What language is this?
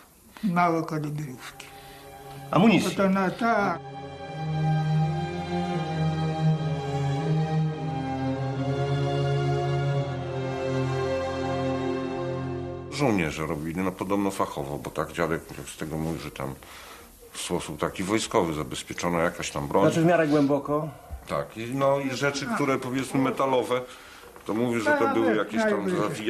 Polish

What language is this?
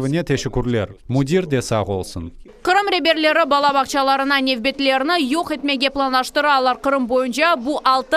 Crimean Tatar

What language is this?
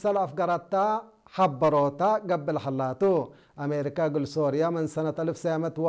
Tigrinya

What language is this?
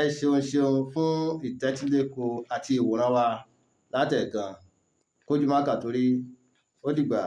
Yoruba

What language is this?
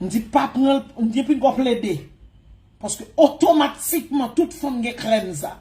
Haitian Creole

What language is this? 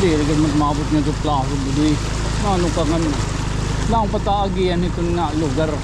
Waray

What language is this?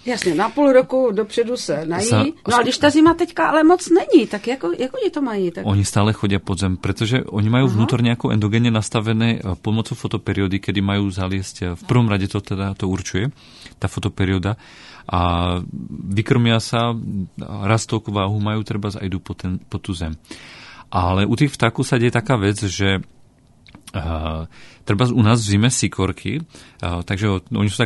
Slovak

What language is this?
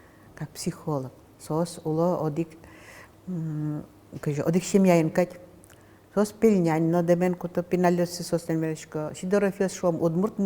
Udmurt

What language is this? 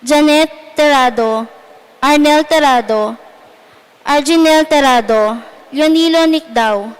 Pampanga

